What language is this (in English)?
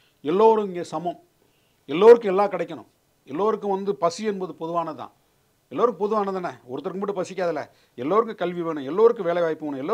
Tamil